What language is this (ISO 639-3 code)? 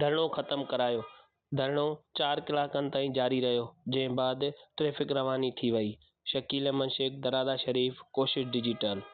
snd